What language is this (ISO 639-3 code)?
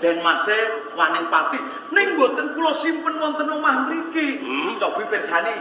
jav